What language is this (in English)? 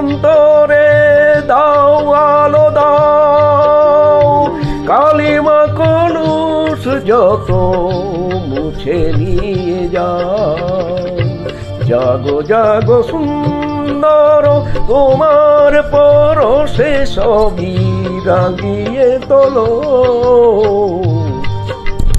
Bangla